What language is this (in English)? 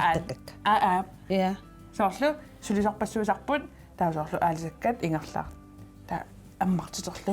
Kalaallisut